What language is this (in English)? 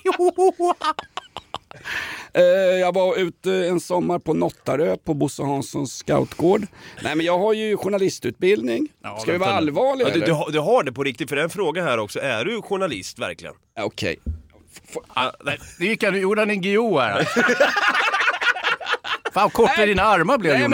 Swedish